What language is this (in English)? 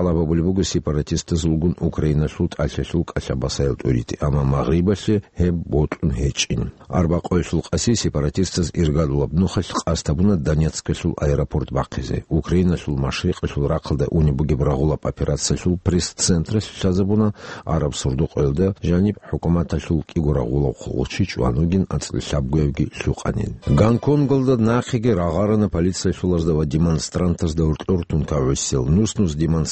Avaric